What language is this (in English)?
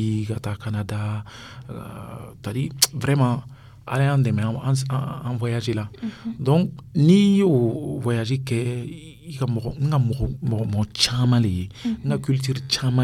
Dyula